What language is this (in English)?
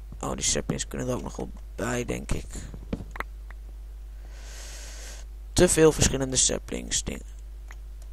Dutch